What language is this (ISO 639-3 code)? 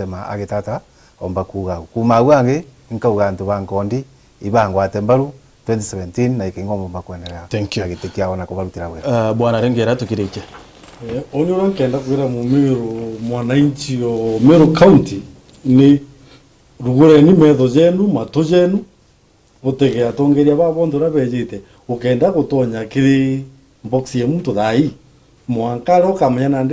mer